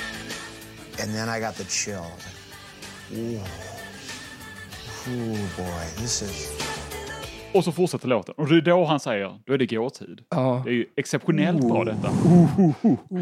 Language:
Swedish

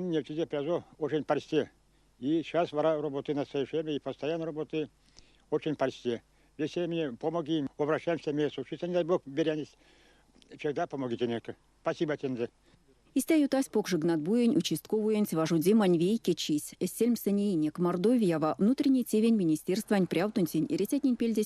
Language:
Erzya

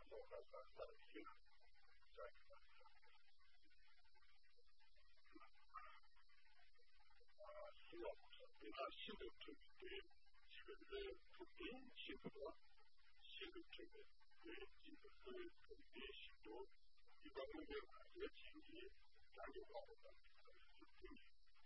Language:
Japanese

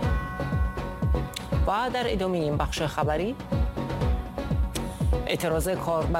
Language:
Persian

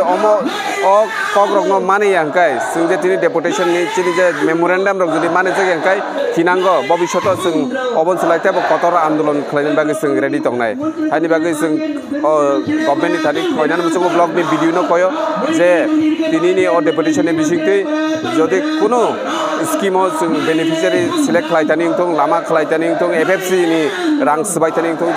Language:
Kok Borok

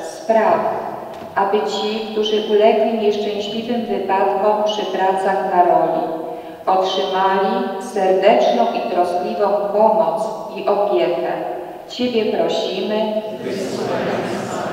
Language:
Polish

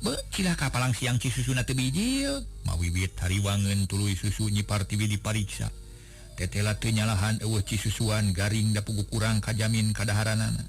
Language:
Sundanese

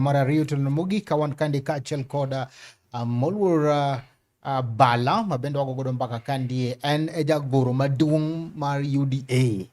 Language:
Luo (Kenya and Tanzania)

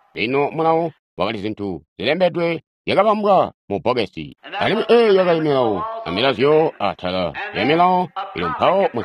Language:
Tonga (Zambia)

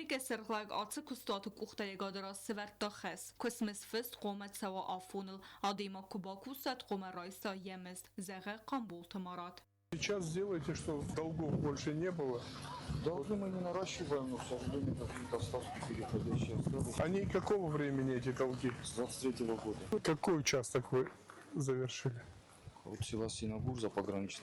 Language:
Ossetic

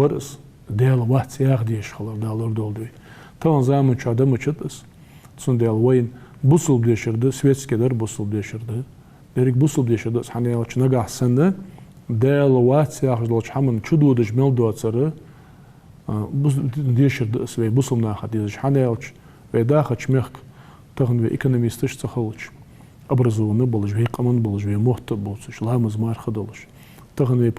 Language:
Ingush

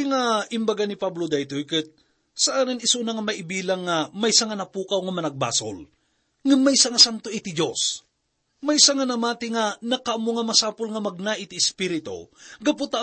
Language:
Iloko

